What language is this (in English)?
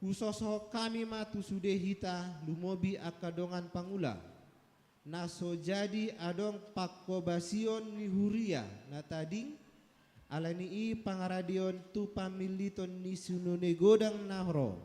Batak Toba